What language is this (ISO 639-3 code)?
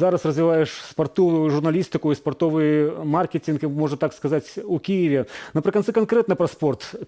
bel